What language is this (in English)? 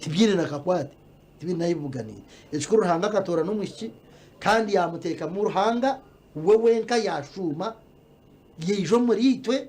Nyankole